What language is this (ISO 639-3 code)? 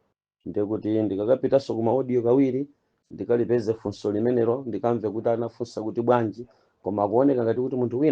nya